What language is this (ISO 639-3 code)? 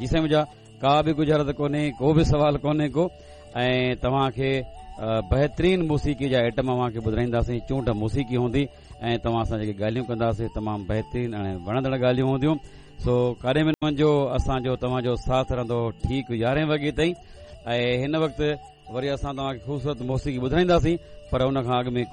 snd